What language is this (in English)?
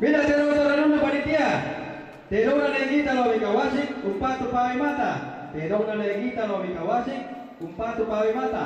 Toraja-Sa'dan